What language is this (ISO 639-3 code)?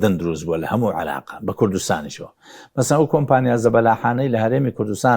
ckb